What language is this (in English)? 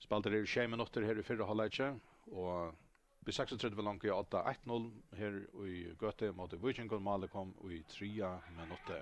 Faroese